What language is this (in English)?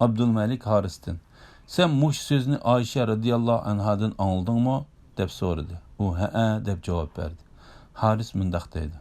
Uyghur